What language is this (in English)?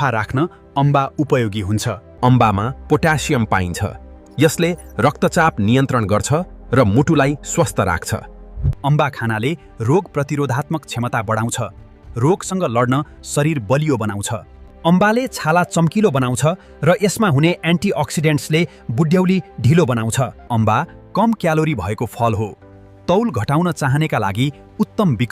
Nepali